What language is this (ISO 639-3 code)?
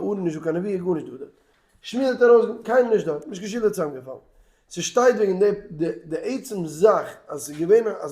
yid